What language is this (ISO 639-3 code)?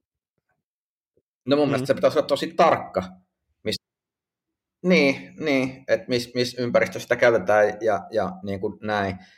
fin